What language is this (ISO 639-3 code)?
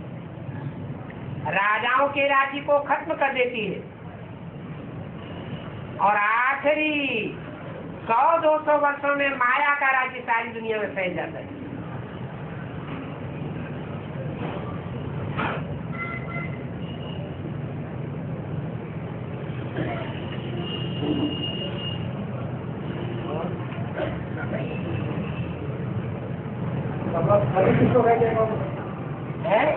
hin